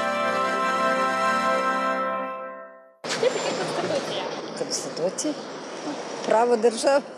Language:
Ukrainian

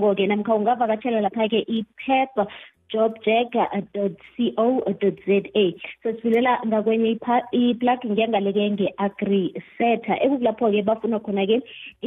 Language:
South Ndebele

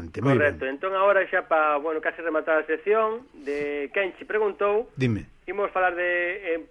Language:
Galician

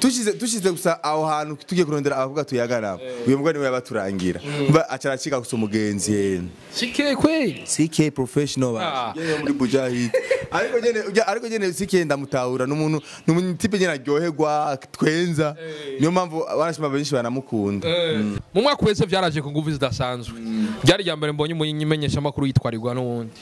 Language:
Rundi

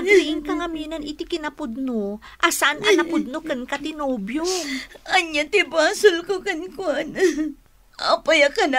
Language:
Iloko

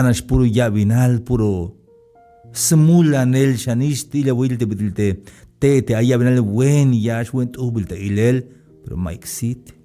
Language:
Tzeltal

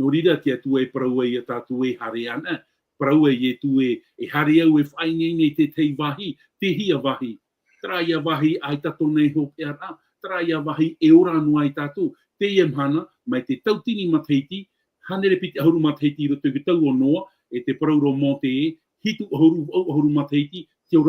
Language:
Tahitian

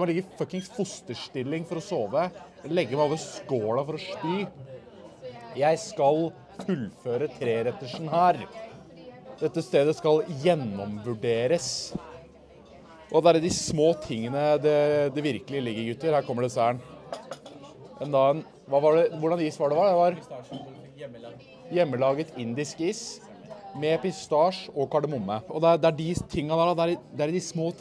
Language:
Norwegian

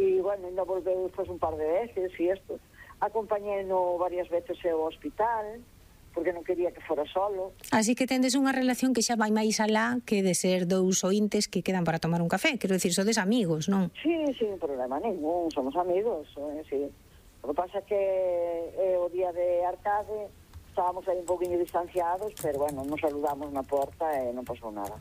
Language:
Galician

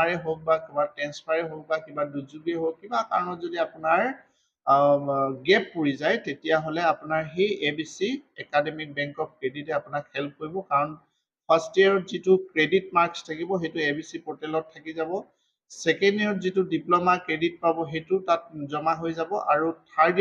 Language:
Assamese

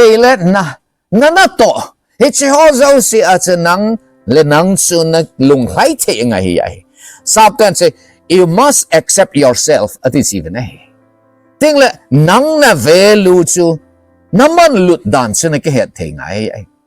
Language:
Thado Chin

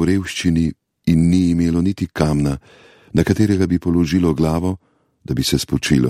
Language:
Slovenian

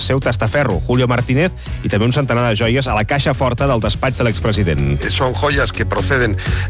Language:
Catalan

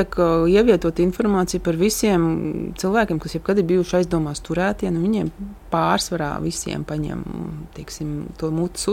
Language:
Latvian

